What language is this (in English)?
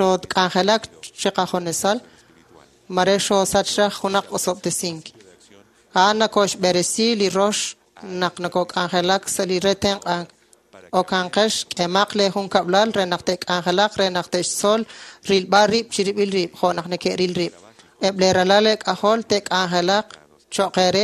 Kekchí